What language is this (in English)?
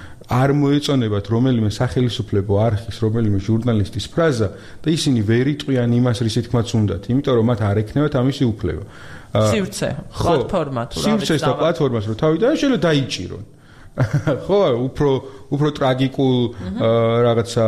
Georgian